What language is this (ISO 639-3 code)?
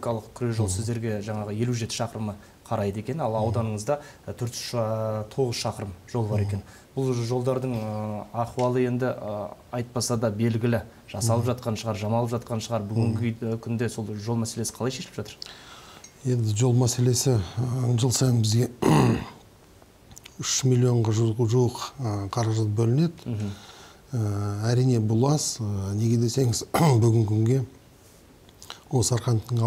kaz